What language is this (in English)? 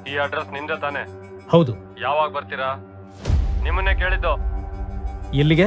Kannada